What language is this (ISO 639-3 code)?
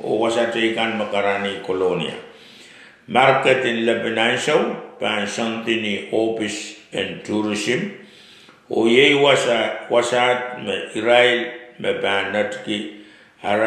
pon